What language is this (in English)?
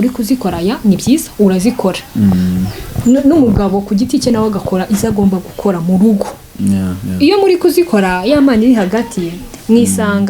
Kinyarwanda